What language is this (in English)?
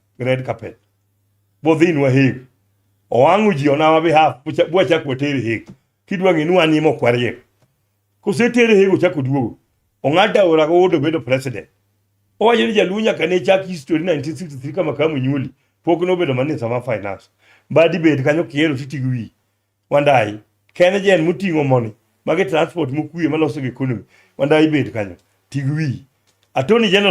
Luo (Kenya and Tanzania)